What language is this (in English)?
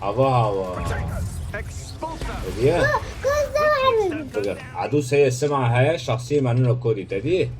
Kurdish